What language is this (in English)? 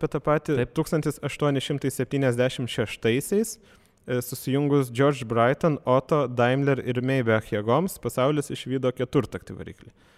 Lithuanian